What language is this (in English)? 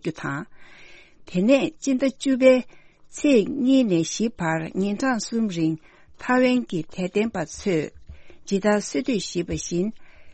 Tibetan